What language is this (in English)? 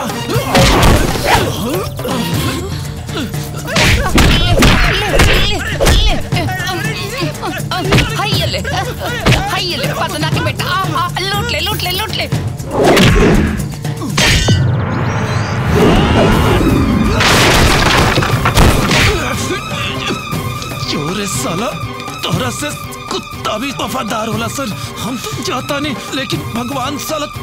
Bhojpuri